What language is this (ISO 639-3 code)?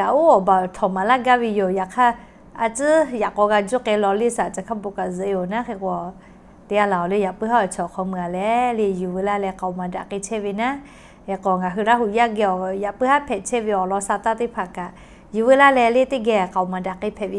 lhu